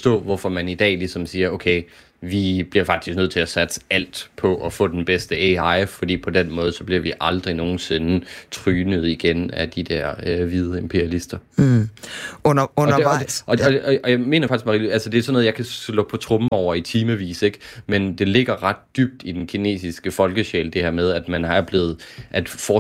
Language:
Danish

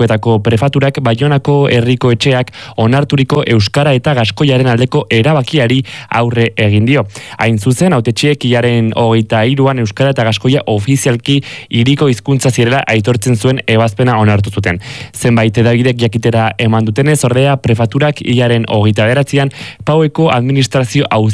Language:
Basque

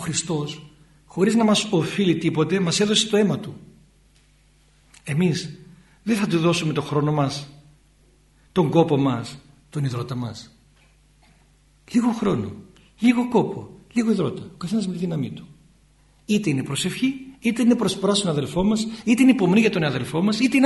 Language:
Greek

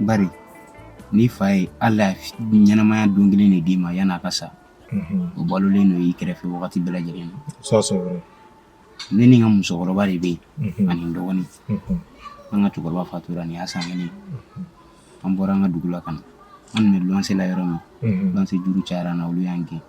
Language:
Bambara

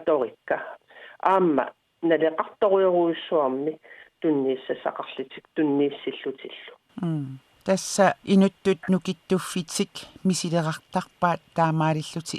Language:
Kalaallisut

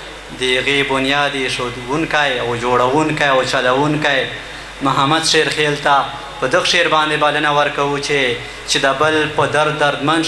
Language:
Pashto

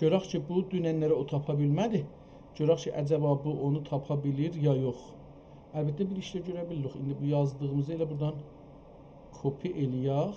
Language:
South Azerbaijani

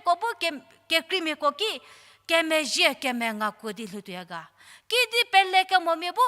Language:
Angami Naga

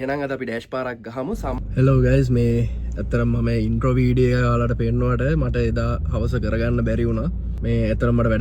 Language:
Sinhala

